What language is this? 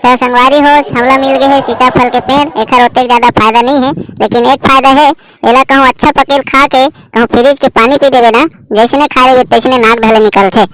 Chhattisgarhi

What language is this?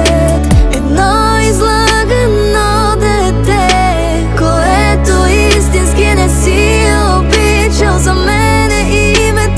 Bulgarian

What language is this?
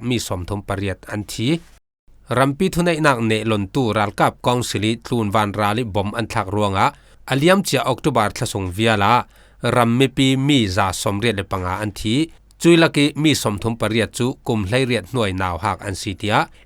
Falam Chin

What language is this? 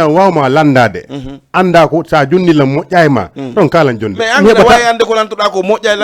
Fula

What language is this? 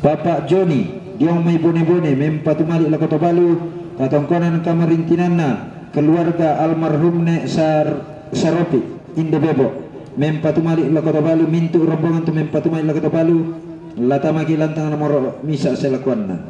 Toraja-Sa'dan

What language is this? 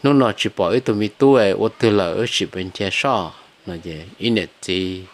Hmong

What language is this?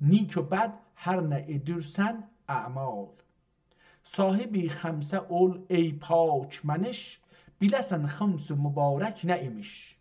South Azerbaijani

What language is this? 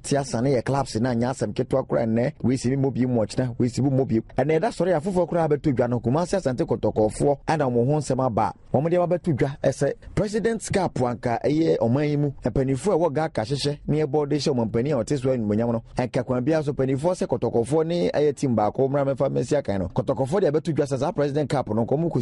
Akan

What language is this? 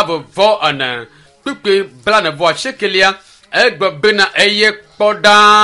Ewe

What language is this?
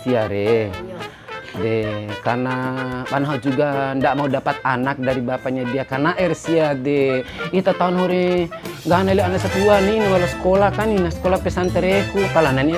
Bima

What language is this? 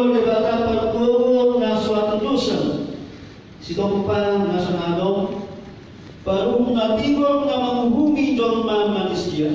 Batak Toba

